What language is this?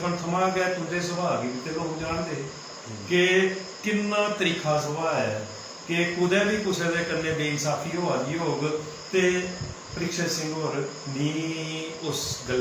Dogri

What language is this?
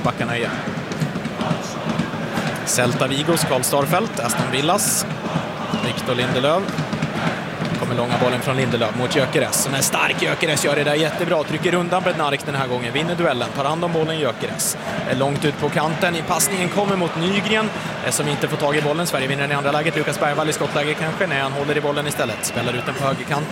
Swedish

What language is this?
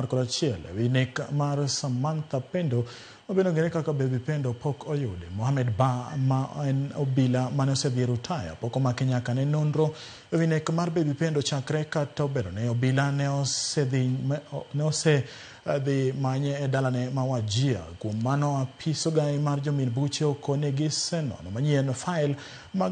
Luo (Kenya and Tanzania)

